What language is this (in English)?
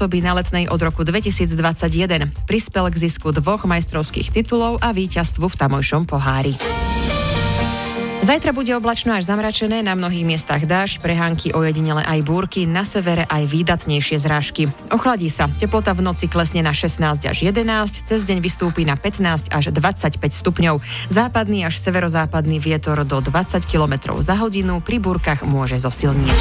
Slovak